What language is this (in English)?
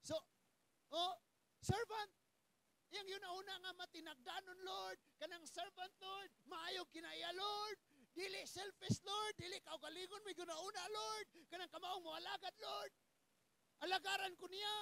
Cebuano